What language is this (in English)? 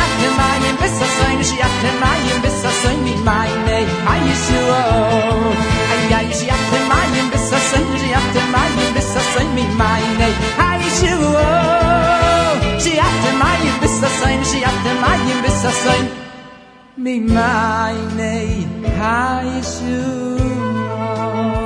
Hebrew